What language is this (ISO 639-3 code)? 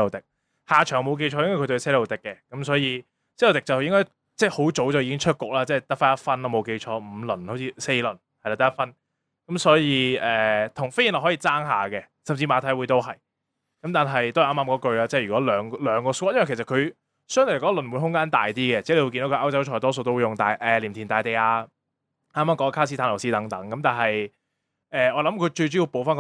yue